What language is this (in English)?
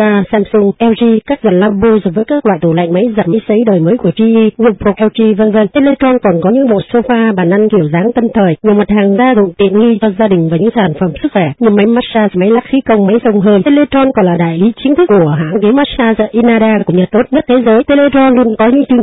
Vietnamese